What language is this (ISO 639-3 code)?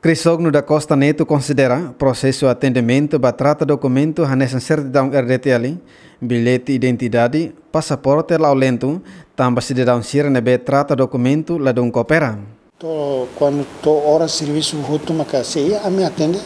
tet